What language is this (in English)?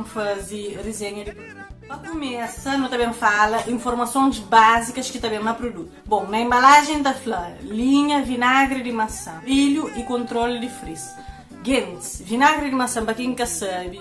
Kabuverdianu